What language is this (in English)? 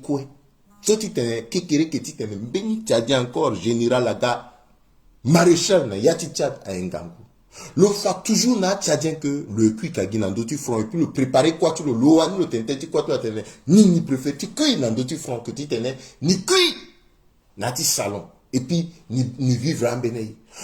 Sango